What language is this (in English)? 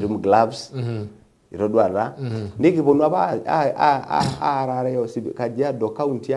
Masai